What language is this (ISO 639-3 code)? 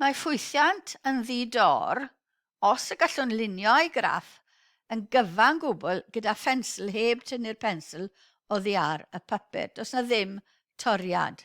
cym